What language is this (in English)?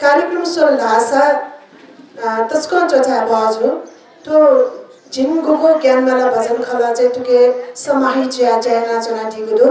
Newari